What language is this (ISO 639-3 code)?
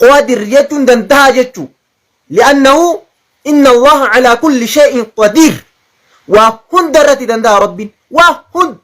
orm